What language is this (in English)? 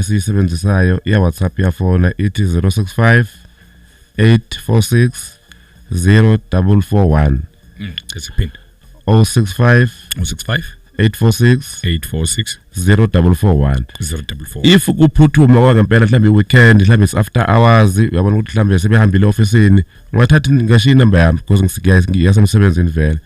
Zulu